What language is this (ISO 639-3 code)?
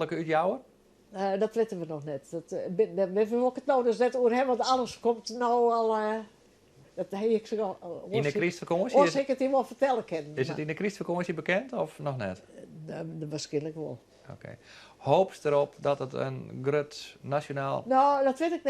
fry